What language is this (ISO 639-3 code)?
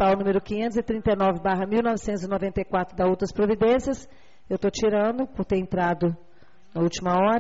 por